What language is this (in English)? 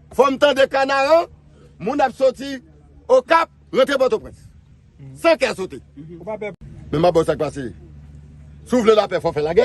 Haitian Creole